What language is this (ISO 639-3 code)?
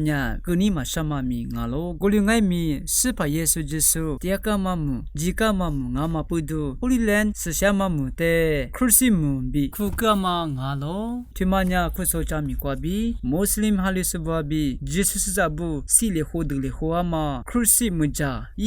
lis